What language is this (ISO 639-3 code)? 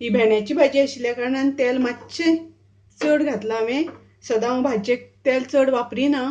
kok